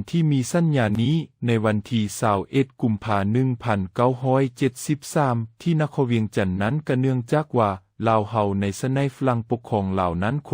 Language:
Lao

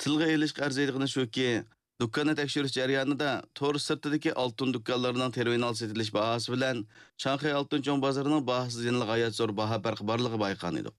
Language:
Uyghur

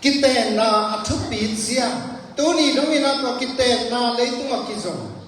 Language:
Tedim Chin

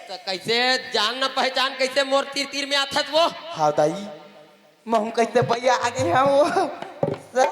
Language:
Chhattisgarhi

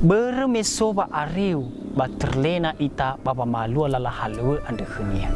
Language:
Nias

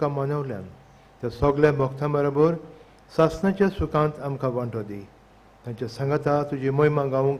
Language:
Konkani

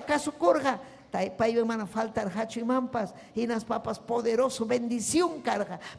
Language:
Ayacucho Quechua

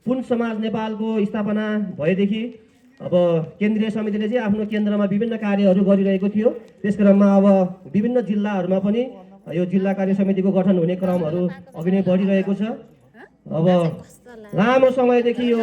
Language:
Nepali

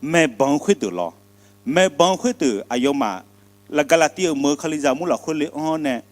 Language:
Akha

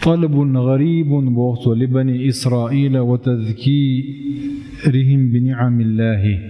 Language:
Chechen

